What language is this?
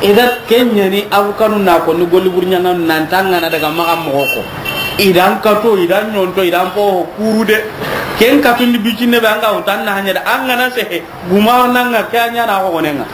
Soninke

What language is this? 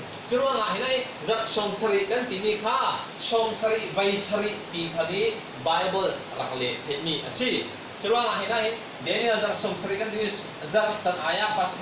Falam Chin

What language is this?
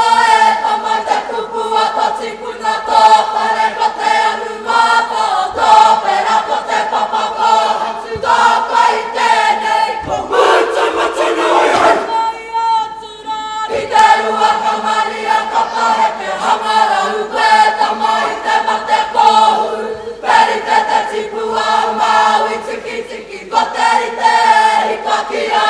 Māori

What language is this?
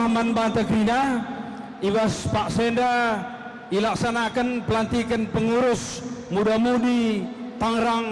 Batak Karo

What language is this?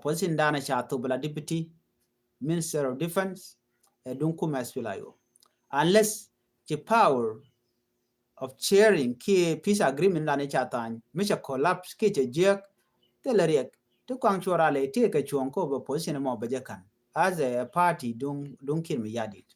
Nuer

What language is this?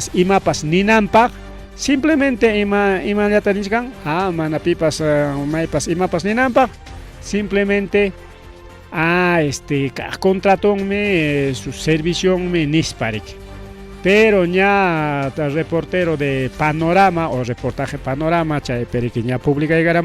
Ayacucho Quechua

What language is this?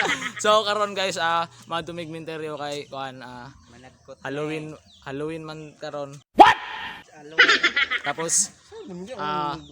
Cebuano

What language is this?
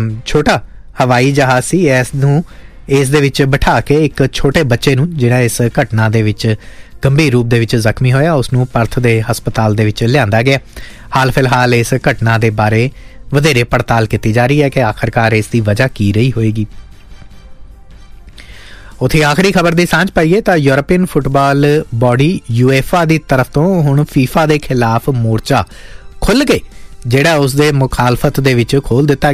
Punjabi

